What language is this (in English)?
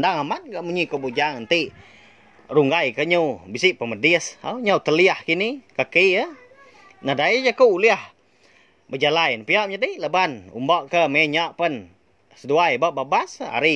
Iban